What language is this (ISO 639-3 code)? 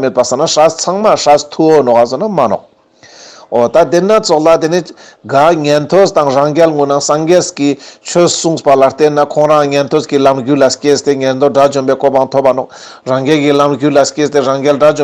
lbj